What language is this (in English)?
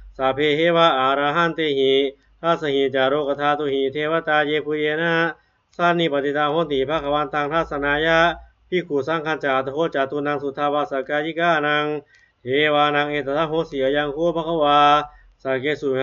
Pali